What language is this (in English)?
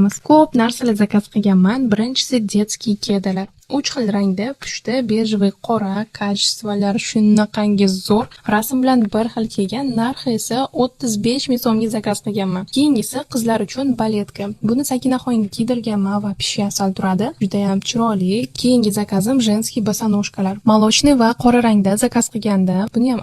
Uzbek